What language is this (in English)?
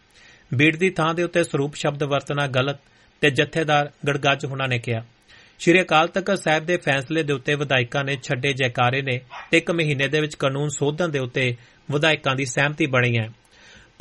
Punjabi